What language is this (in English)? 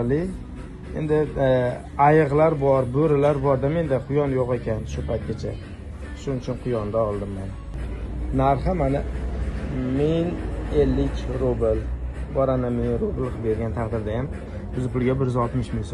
Uzbek